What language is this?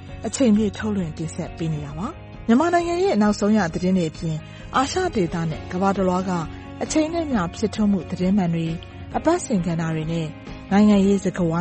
Burmese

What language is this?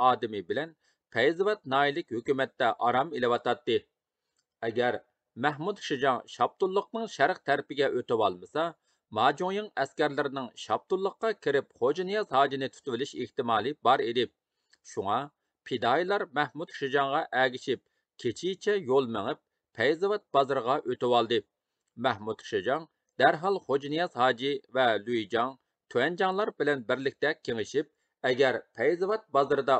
Uyghur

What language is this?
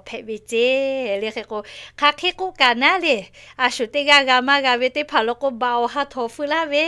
Lahu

